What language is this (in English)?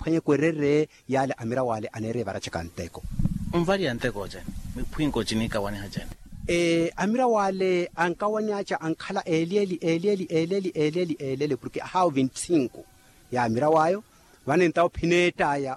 Makhuwa